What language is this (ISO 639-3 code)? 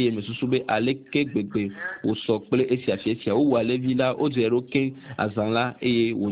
ewe